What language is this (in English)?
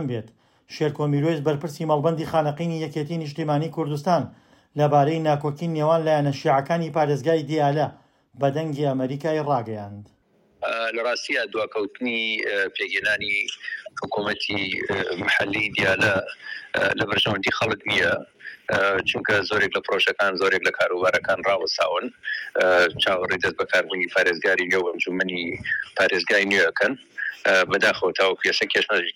Central Kurdish